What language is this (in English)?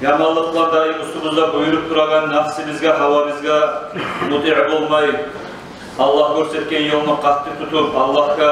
Kumyk